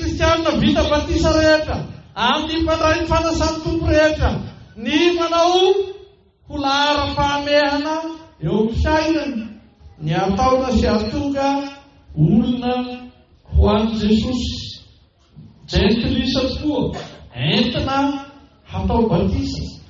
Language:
Malagasy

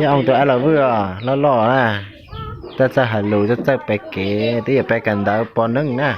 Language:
Hmong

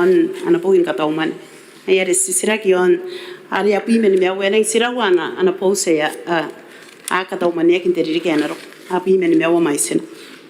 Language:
Gilbertese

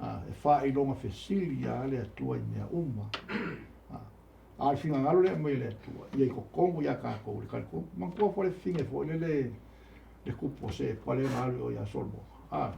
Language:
Samoan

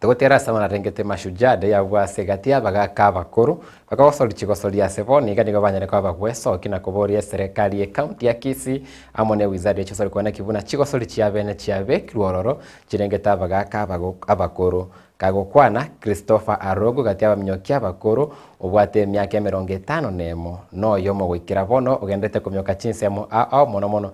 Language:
Gusii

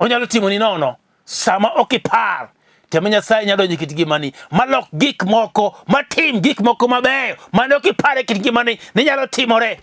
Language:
Luo (Kenya and Tanzania)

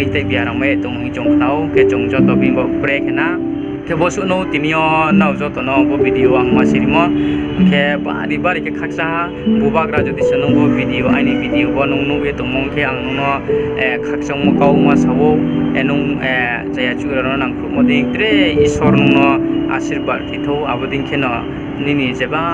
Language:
Riang (India)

